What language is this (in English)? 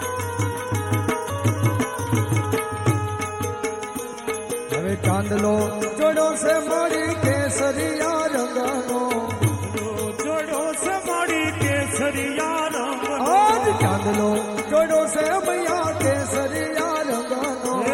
Gujarati